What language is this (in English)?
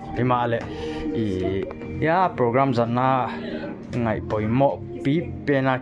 Paite Chin